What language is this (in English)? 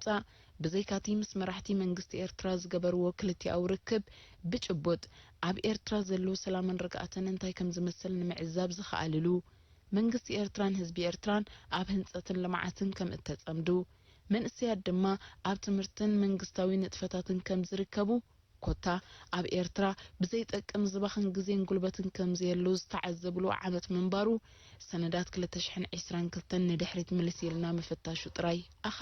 Tigrinya